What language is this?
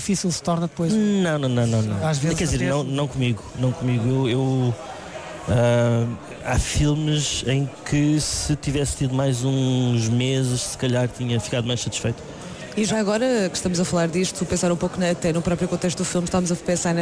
Portuguese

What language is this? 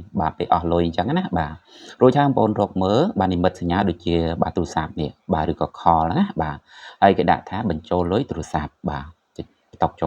Khmer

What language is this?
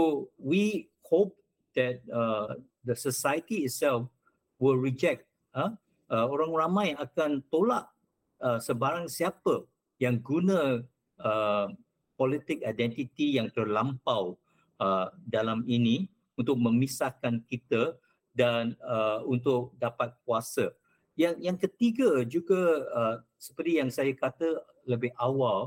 Malay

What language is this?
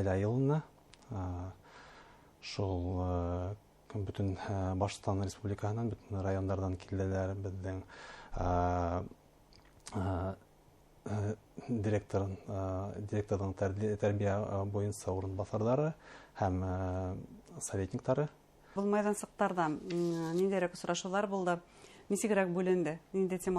Bashkir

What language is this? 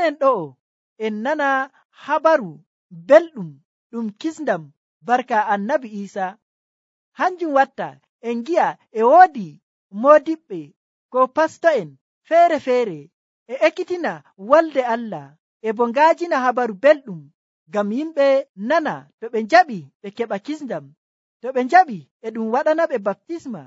Nigerian Fulfulde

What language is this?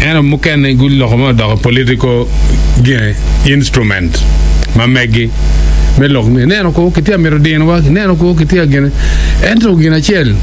Acoli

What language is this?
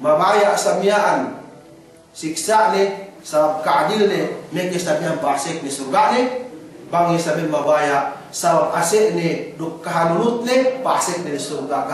Yakan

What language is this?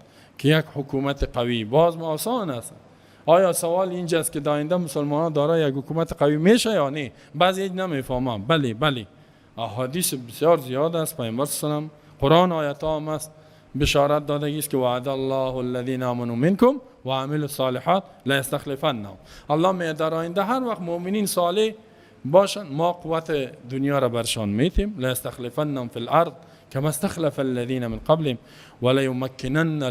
Persian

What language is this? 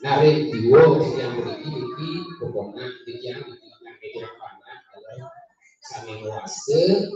Balinese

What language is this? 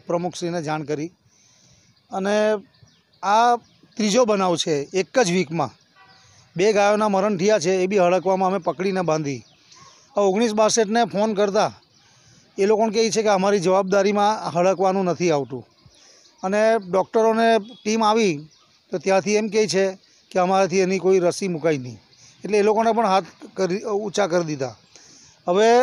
Gujarati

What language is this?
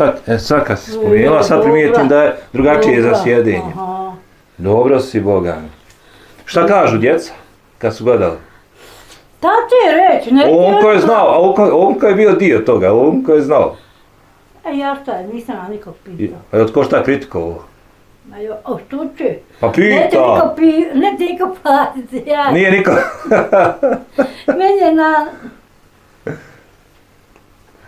Bosnian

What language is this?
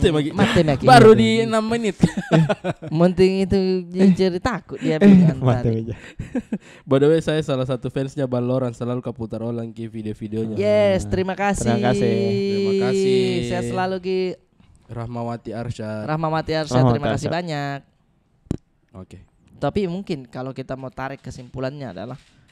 Makassar Malay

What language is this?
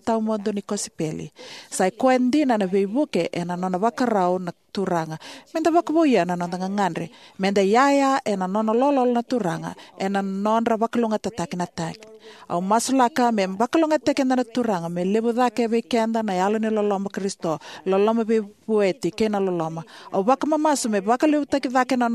Fijian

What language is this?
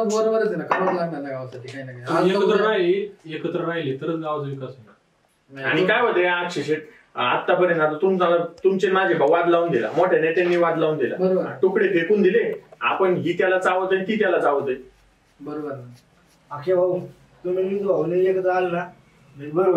Marathi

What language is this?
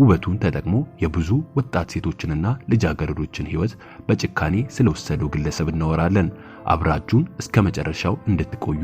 Amharic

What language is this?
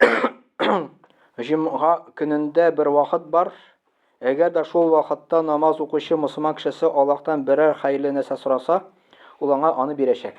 Tatar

